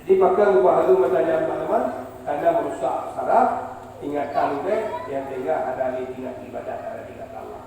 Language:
Achinese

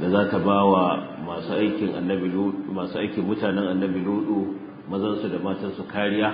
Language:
Hausa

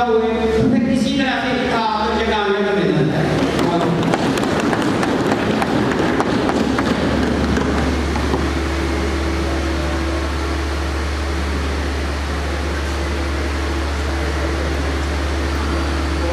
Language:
Urdu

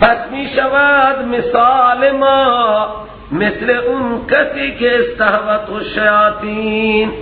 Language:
Persian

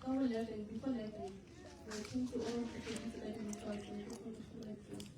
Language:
Northern Sotho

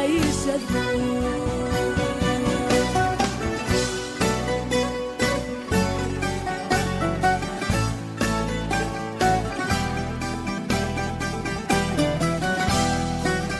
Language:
Greek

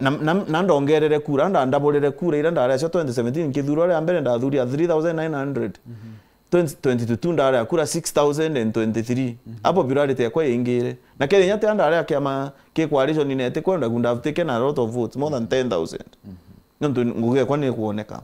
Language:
Meru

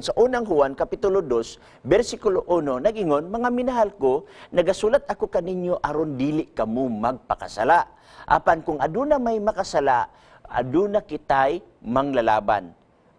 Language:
Cebuano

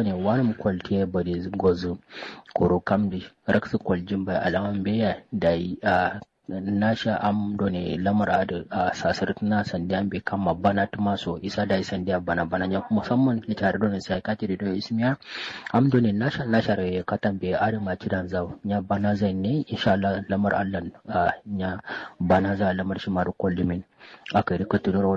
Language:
Kanuri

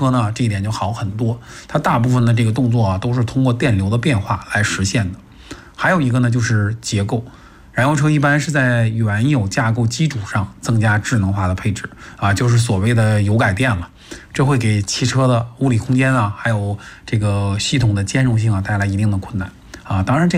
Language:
Chinese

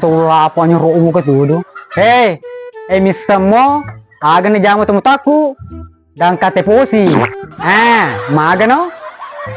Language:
Buginese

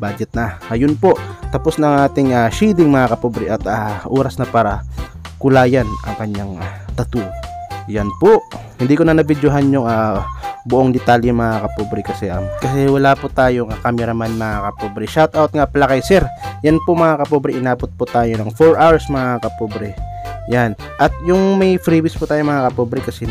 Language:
Filipino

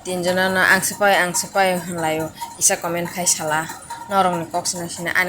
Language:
Kok Borok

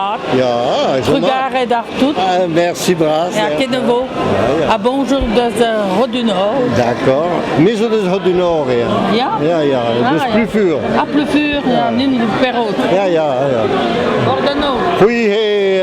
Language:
Breton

